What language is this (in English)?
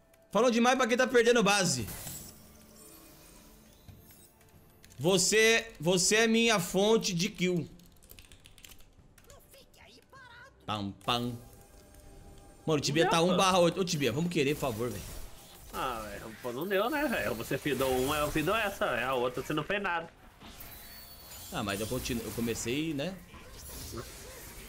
Portuguese